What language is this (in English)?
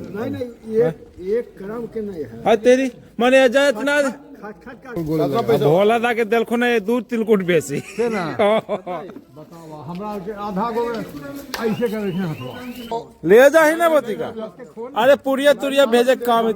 Magahi